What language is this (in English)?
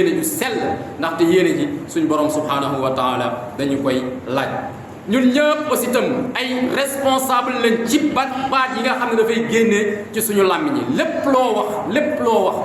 Wolof